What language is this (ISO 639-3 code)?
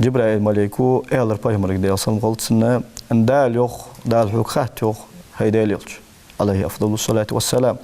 inh